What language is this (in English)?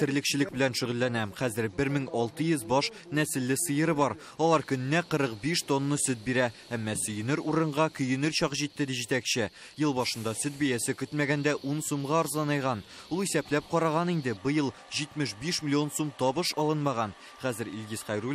Tatar